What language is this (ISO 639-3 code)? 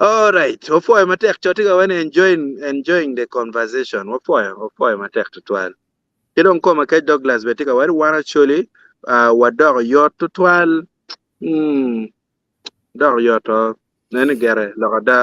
ach